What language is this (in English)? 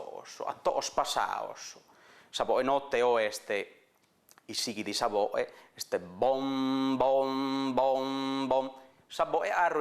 Sardinian